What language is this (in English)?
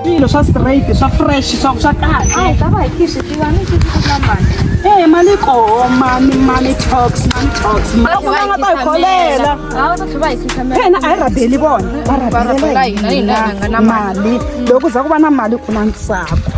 Tsonga